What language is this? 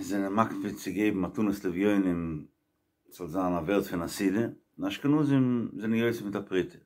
Yiddish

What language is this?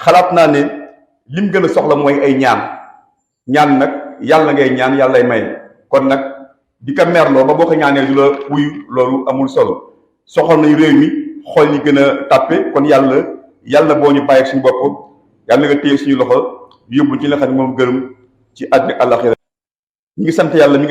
Wolof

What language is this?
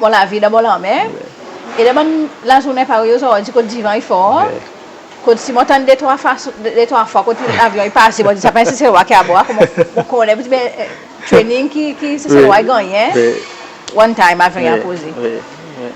Seselwa Creole French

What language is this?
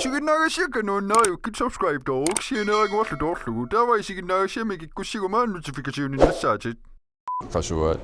Kalaallisut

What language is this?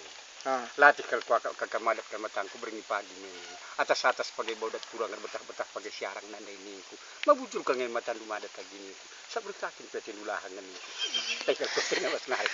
Batak Karo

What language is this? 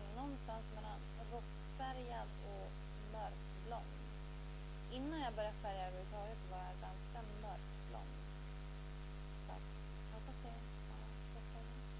Swedish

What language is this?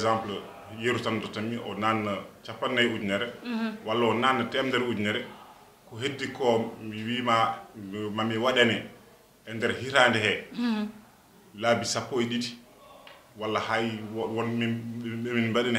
Fula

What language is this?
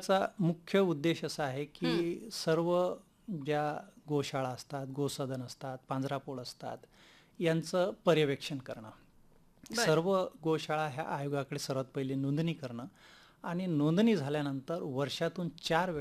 Marathi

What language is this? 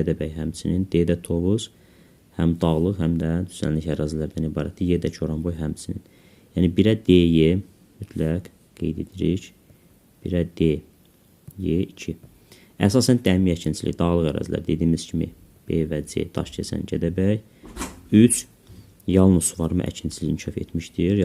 Azerbaijani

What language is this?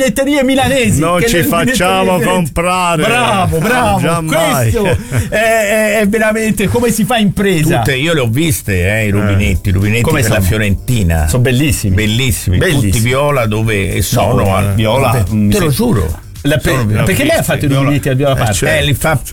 Italian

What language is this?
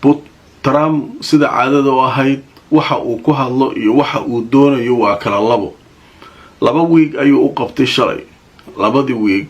Somali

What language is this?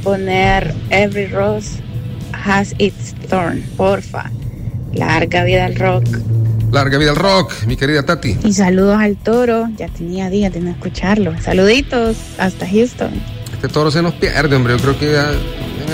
Spanish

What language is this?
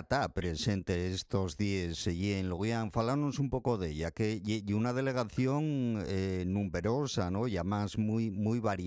Spanish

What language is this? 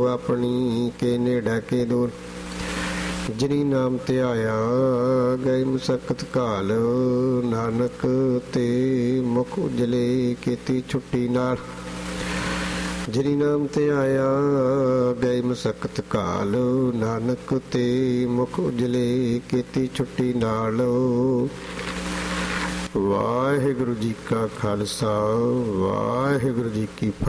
Punjabi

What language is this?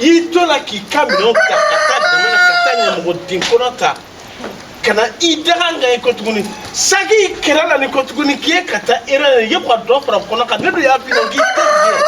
Bambara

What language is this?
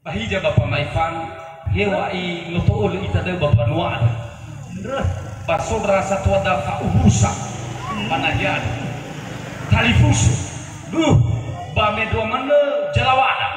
Nias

